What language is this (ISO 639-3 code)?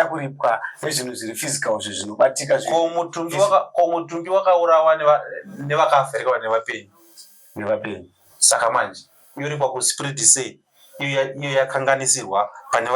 sna